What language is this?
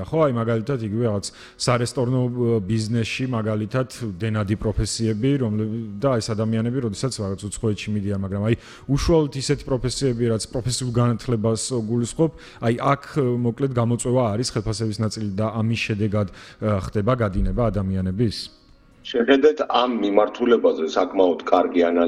Georgian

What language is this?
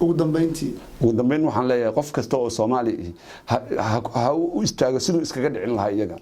Somali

